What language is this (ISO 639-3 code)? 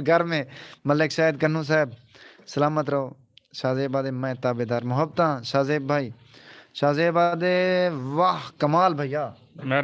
skr